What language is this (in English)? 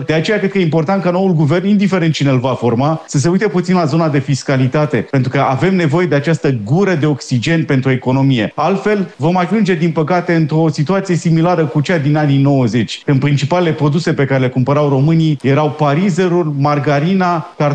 Romanian